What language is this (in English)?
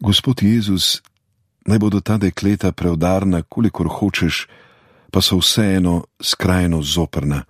Slovenian